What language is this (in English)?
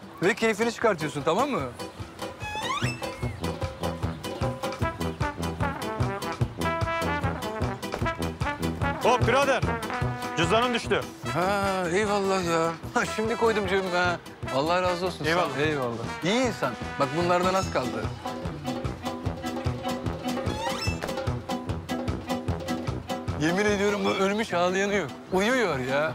Turkish